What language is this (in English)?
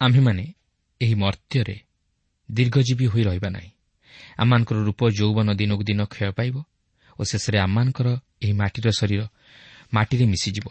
Odia